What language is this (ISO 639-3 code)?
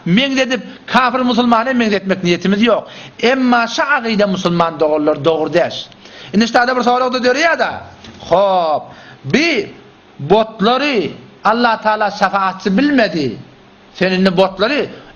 tuk